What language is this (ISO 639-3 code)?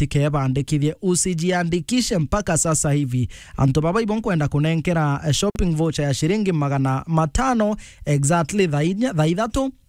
mer